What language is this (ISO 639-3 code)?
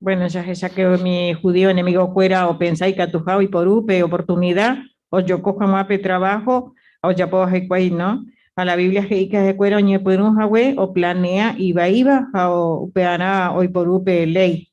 grn